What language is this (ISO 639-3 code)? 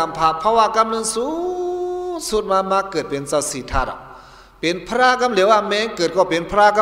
shn